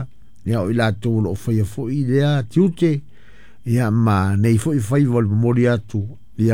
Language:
Samoan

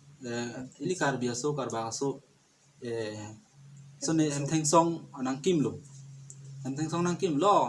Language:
Karbi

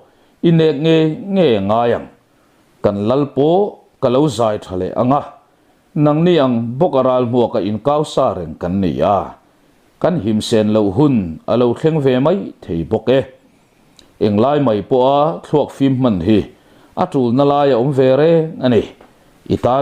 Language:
Mizo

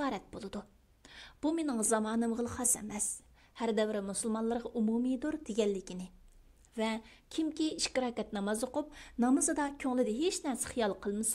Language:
Uyghur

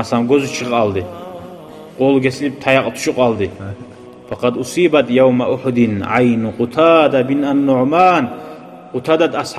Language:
Kumyk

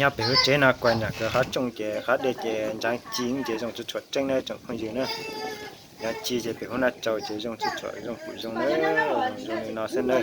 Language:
Hmong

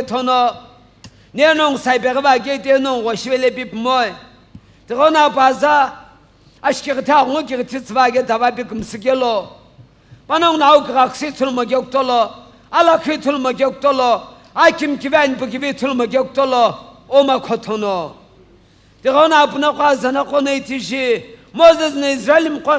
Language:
Sumi Naga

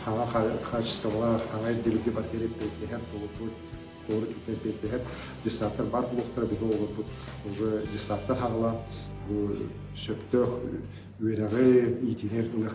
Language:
Yakut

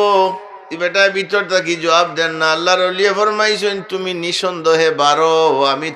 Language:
Sylheti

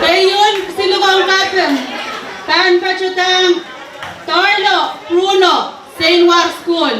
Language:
Pohnpeian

